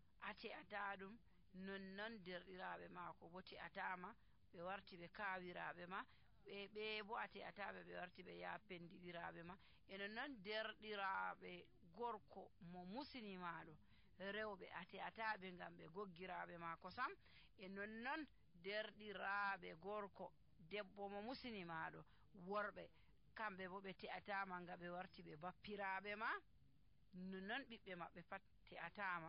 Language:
Nigerian Fulfulde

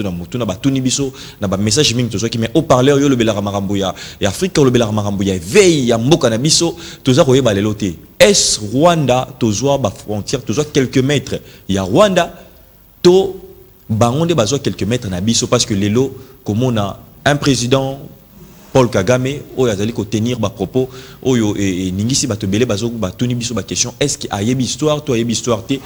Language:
Lingala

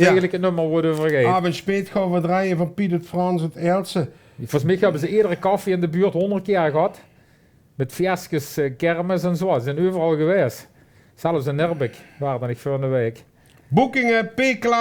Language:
Limburgish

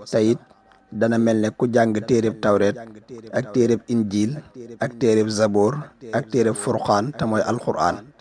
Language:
Wolof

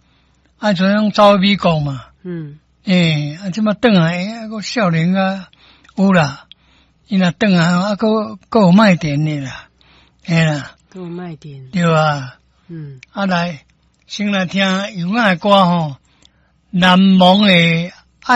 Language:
Min Nan Chinese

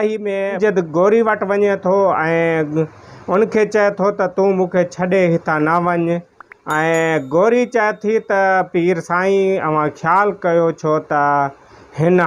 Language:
Sindhi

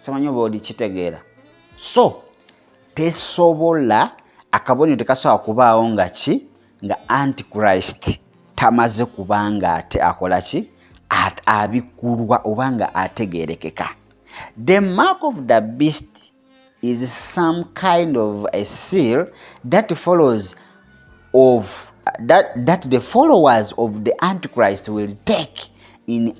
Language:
Ganda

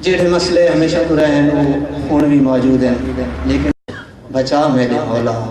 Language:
Saraiki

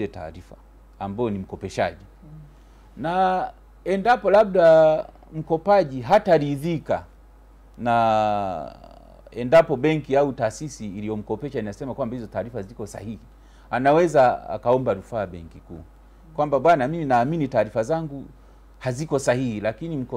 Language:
Swahili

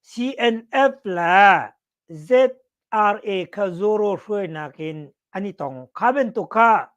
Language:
Hakha Chin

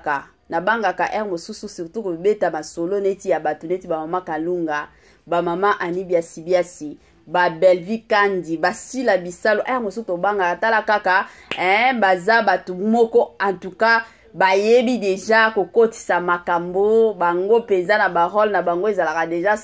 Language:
Lingala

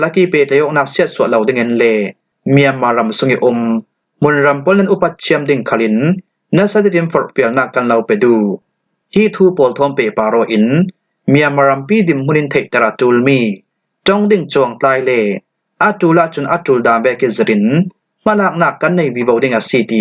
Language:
Falam Chin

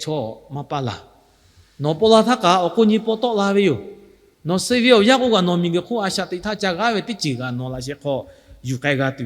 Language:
Lahu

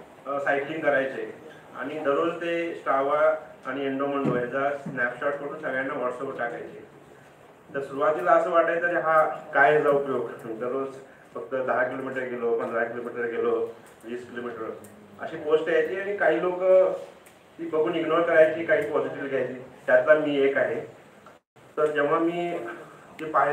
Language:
Marathi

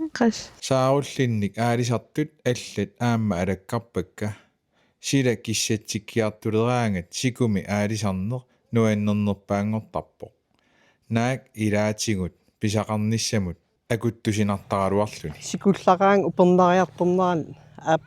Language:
Kalaallisut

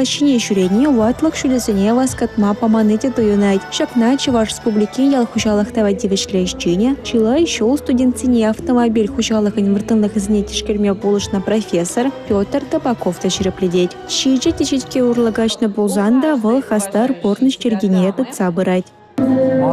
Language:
Chuvash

